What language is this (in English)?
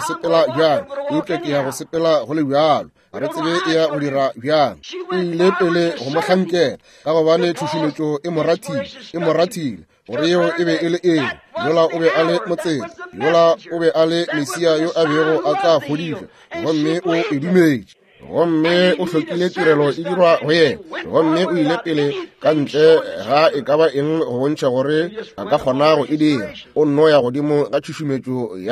Northern Sotho